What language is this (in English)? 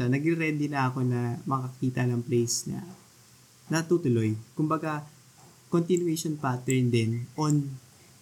Filipino